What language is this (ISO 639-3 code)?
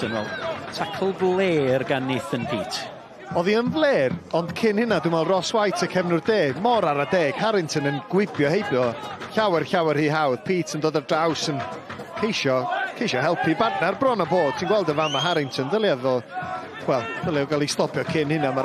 cym